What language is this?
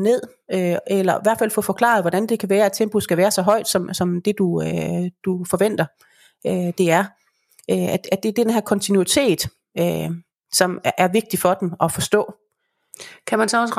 Danish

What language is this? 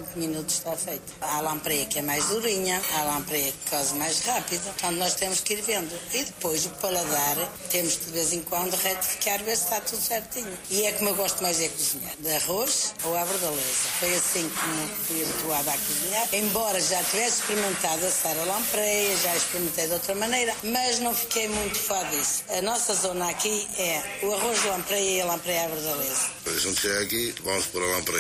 Portuguese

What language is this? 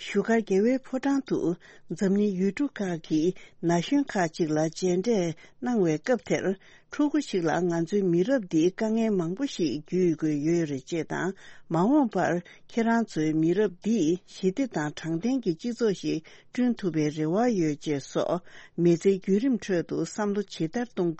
Tibetan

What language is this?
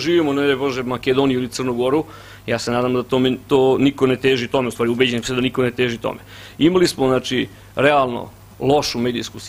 Serbian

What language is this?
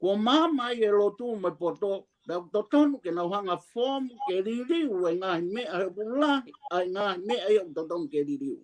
Tongan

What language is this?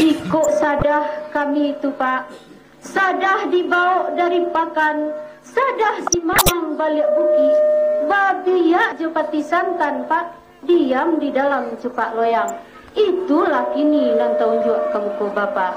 Minangkabau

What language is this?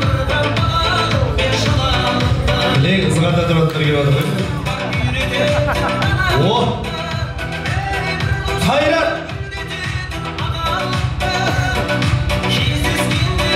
Kazakh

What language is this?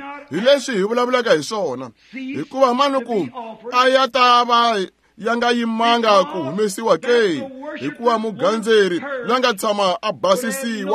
Tsonga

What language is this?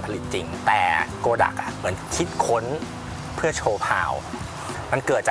Thai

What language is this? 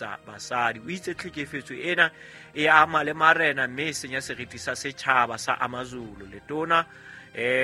Southern Sotho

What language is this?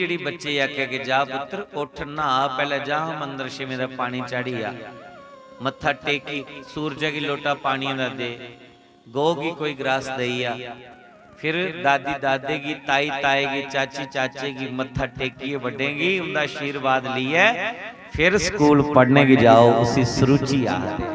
Dogri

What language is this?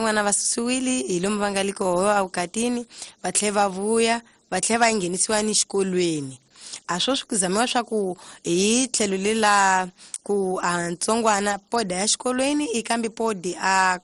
Tsonga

